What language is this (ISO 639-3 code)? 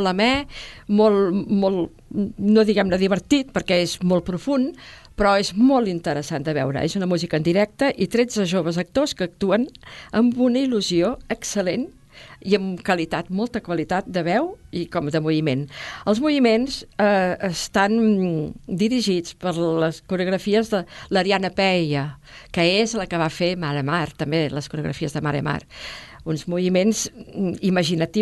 cat